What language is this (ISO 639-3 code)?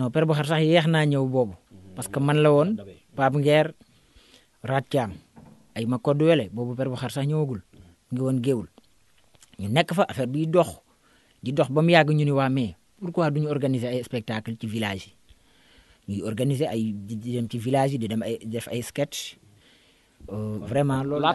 wol